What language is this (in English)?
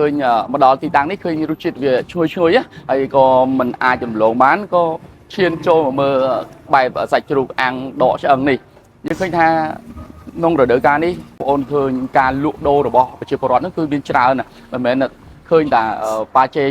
Khmer